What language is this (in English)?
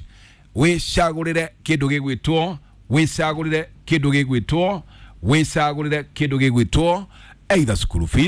Kikuyu